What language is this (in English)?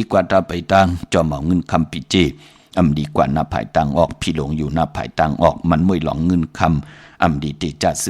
Shan